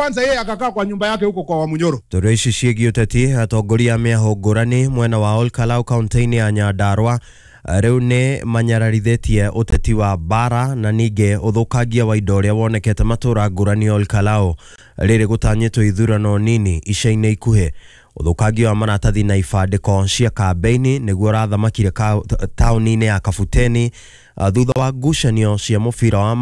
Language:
Kikuyu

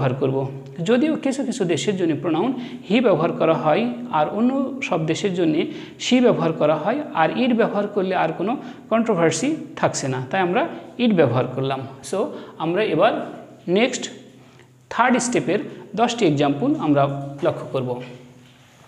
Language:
Bangla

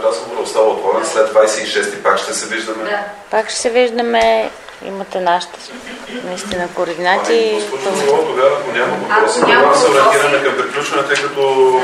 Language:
Bulgarian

